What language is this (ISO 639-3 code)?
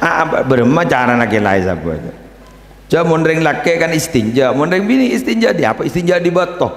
mad